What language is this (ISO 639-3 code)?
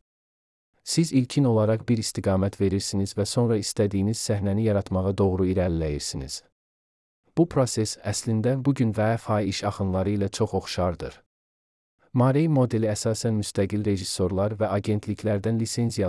aze